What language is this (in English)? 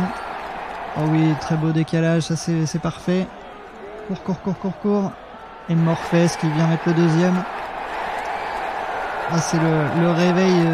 French